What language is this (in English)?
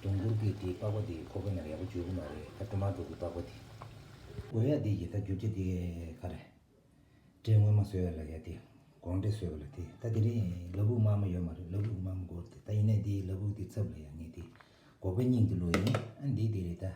Tibetan